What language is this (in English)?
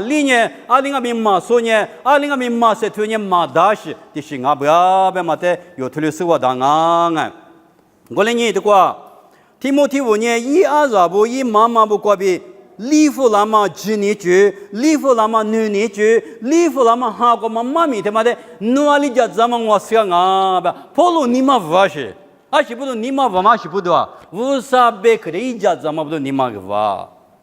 Lisu